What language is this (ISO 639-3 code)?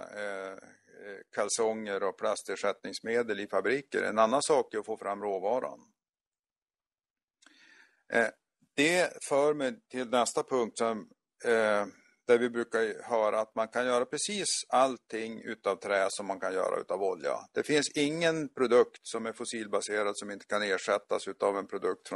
swe